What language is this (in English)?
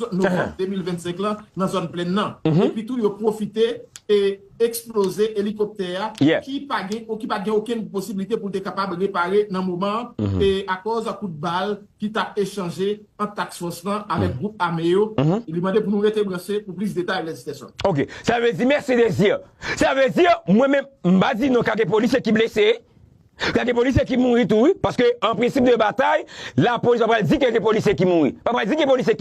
Haitian Creole